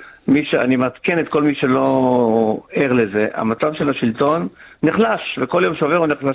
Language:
Hebrew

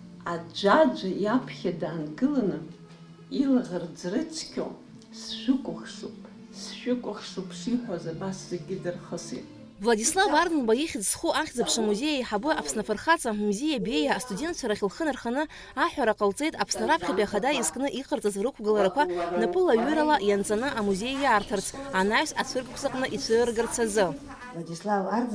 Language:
Abkhazian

